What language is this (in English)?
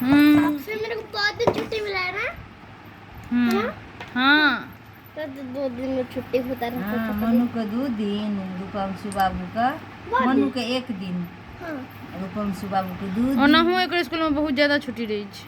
Maithili